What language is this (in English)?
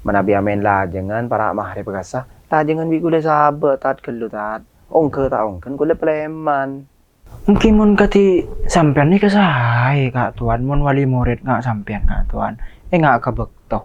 Madurese